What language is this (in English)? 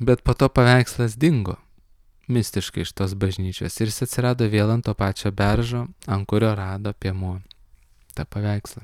Lithuanian